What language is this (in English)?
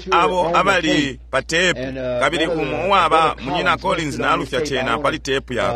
Bemba